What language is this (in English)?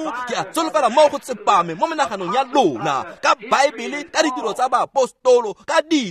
Tswana